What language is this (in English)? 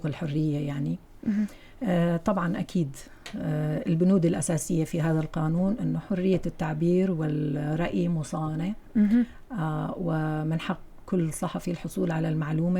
North Levantine Arabic